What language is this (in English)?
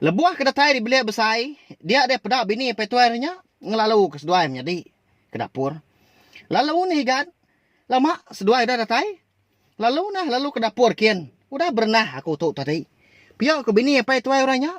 Iban